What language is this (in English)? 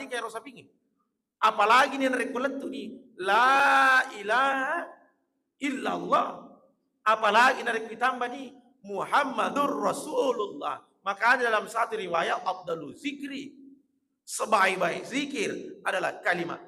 Buginese